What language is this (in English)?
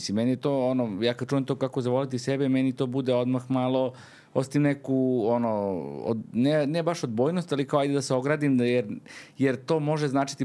Serbian